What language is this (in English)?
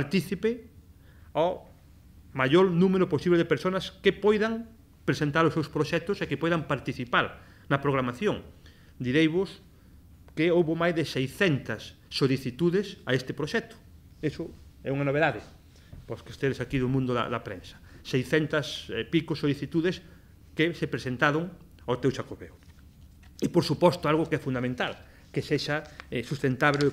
Galician